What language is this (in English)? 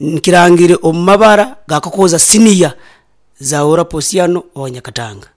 Nyoro